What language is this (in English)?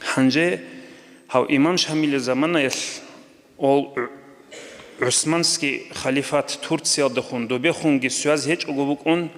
Avaric